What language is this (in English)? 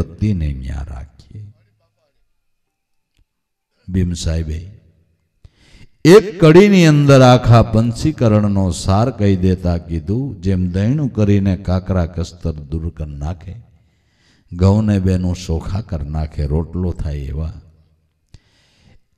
Gujarati